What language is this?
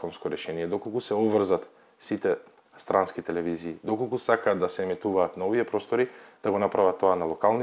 Macedonian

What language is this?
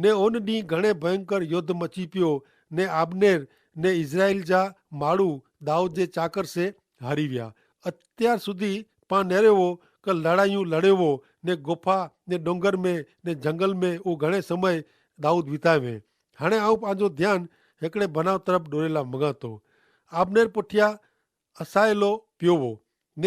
Kachhi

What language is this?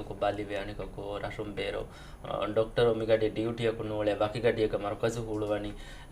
Divehi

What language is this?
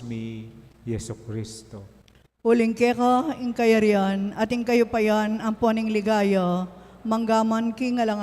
Pampanga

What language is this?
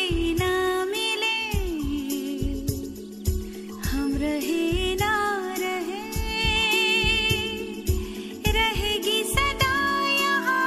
Hindi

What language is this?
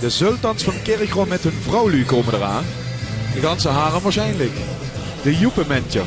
Limburgish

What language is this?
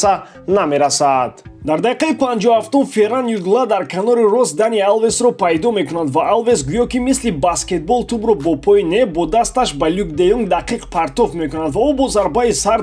Tajik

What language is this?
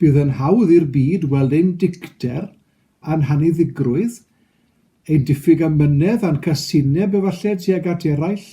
Welsh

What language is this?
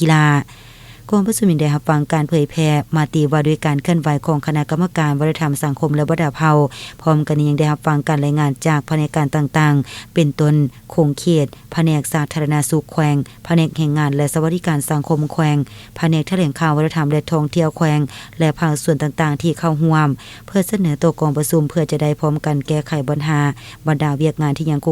Lao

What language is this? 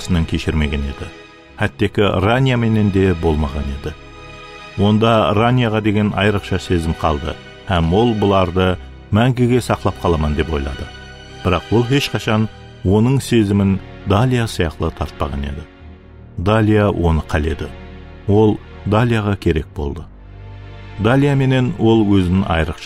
Kara-Kalpak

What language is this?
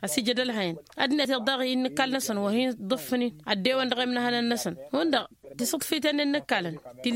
Tamasheq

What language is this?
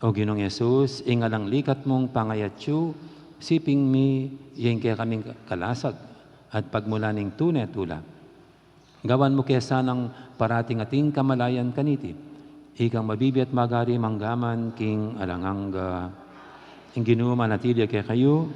Pampanga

